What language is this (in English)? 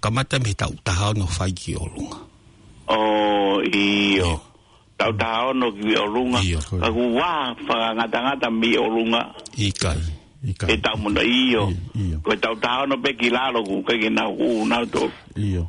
Tongan